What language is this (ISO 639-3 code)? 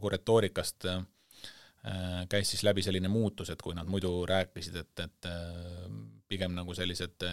est